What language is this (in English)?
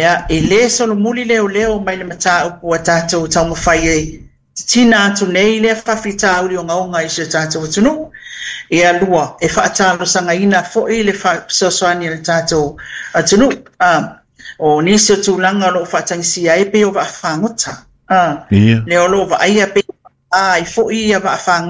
Samoan